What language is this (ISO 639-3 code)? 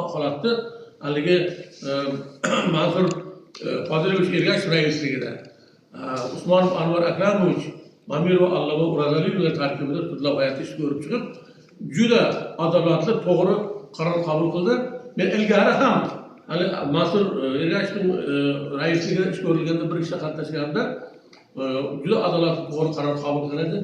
uzb